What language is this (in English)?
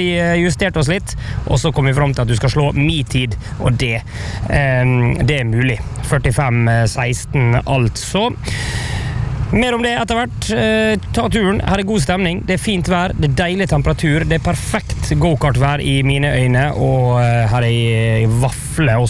Norwegian